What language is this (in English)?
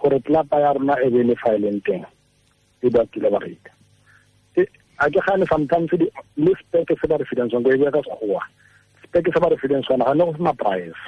Tswana